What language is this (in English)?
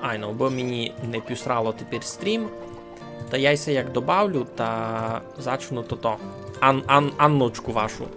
Rusyn